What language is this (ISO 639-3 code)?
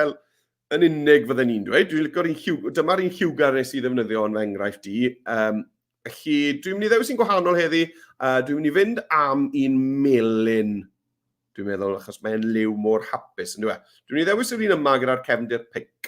cym